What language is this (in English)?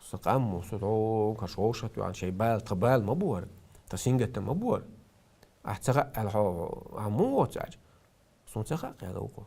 Chechen